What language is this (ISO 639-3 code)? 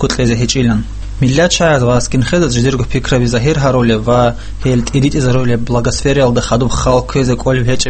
ava